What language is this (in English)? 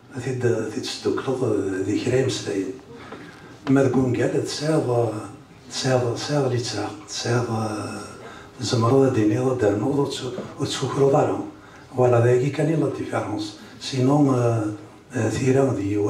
Kabyle